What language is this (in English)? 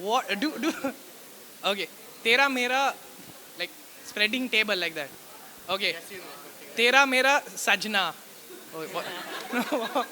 Konkani